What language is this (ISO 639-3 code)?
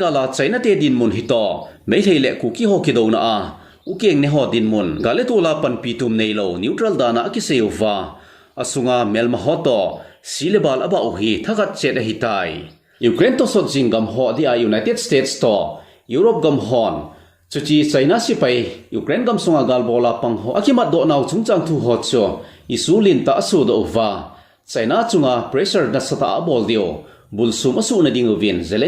tcz